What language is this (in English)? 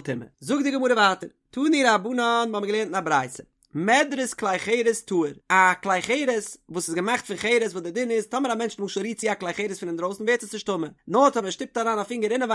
Yiddish